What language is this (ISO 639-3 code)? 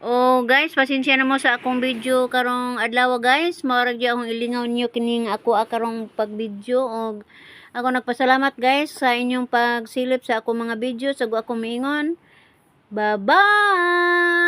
ceb